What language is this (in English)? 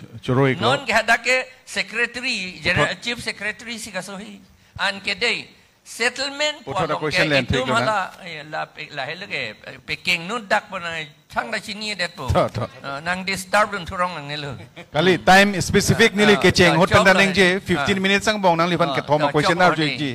Karbi